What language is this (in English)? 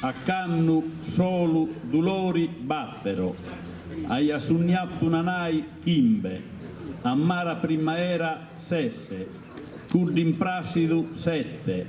Sardinian